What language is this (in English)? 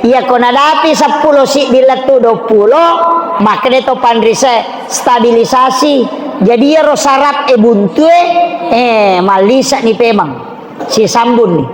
Buginese